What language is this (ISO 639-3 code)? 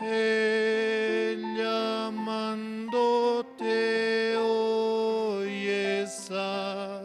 quh